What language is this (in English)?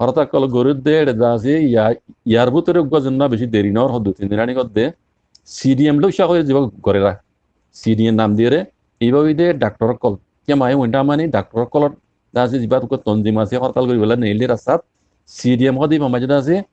Rohingya